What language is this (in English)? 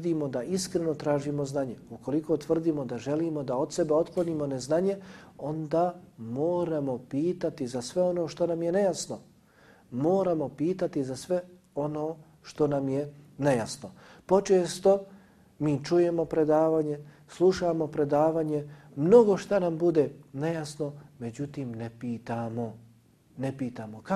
Bosnian